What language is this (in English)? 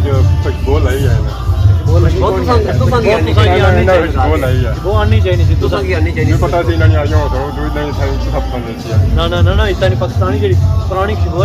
Pahari-Potwari